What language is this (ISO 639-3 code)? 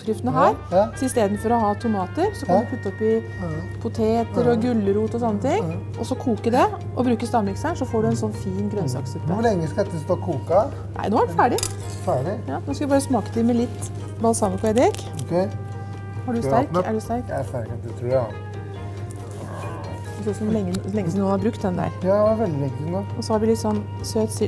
nor